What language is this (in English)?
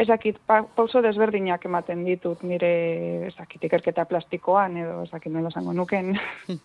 Basque